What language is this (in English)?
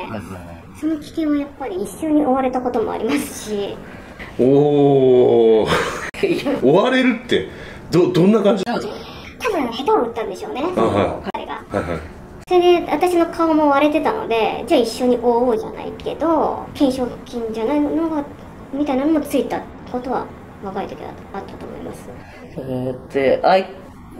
Japanese